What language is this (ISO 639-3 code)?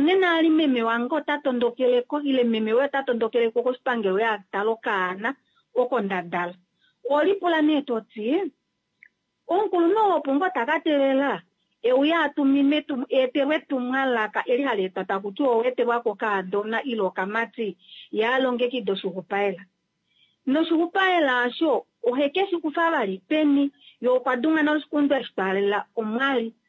kua